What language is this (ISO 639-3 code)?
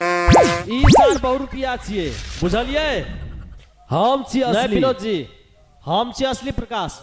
mai